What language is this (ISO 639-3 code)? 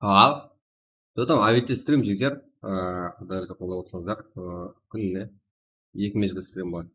kaa